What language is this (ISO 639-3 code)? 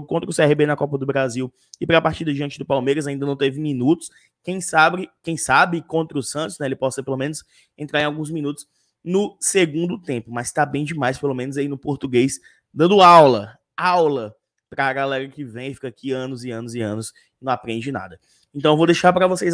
por